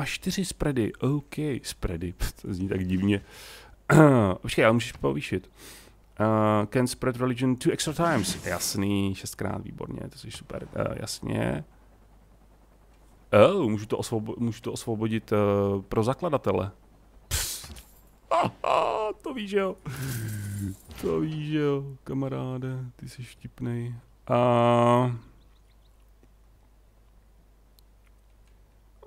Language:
Czech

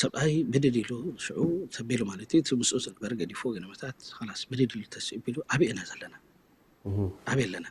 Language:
Tigrinya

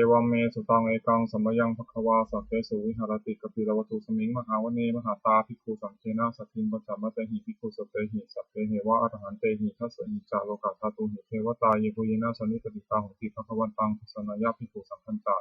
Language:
Pali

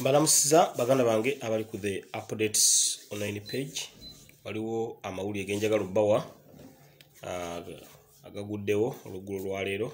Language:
Ganda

